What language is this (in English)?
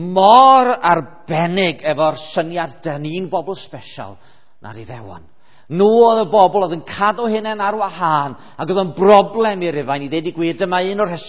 Welsh